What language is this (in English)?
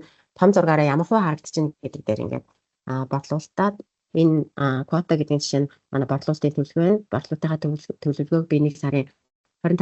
Mongolian